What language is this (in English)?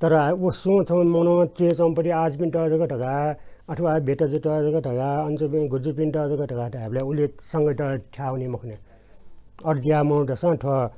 Newari